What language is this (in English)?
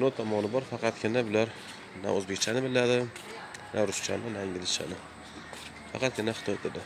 Uzbek